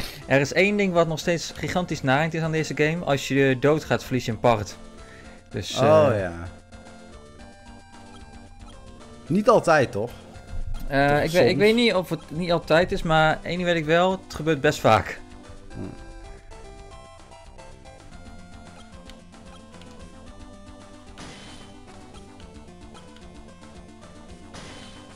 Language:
Dutch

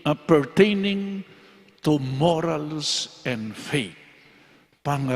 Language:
Pampanga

